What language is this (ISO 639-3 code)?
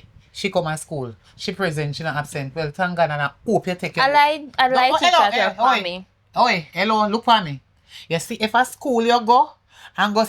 jam